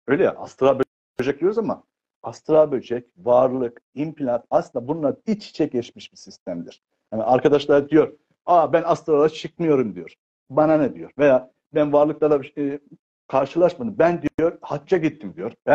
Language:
Turkish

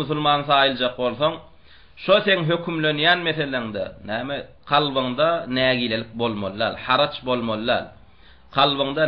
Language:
Turkmen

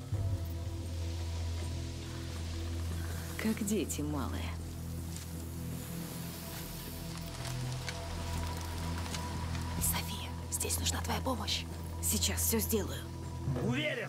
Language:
Russian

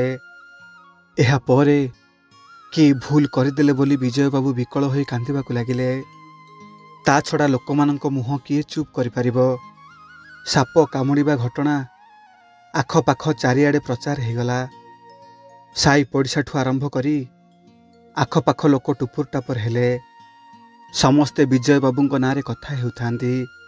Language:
Odia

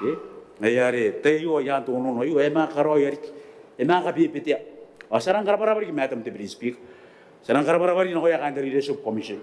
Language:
Gilbertese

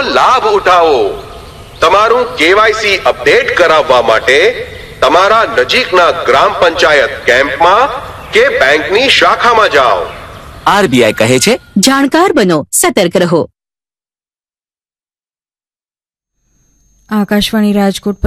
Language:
Gujarati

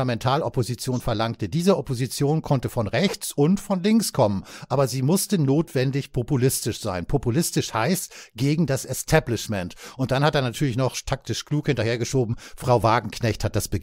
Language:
German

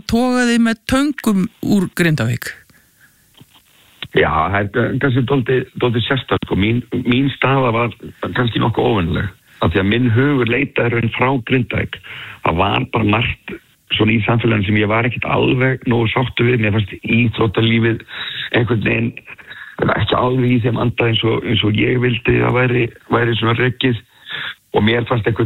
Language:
Icelandic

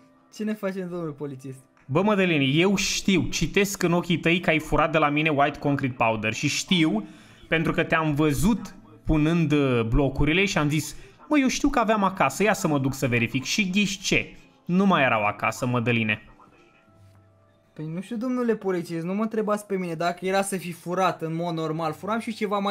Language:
Romanian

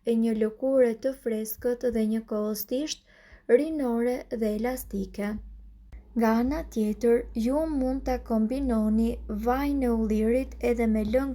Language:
Albanian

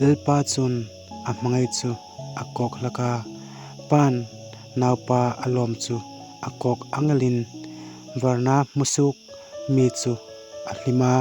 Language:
Hmar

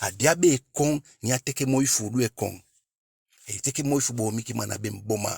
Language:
Eastern Maroon Creole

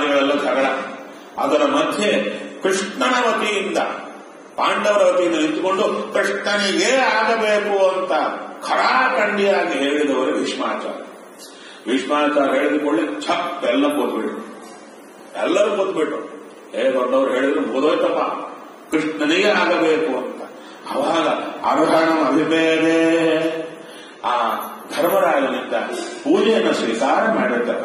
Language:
Kannada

